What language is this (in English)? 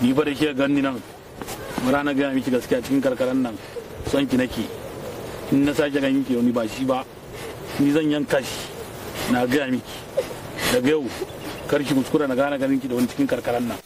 Hausa